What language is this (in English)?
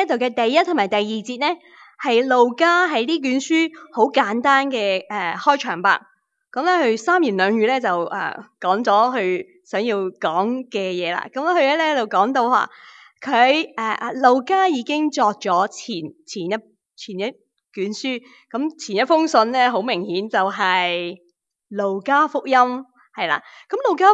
Cantonese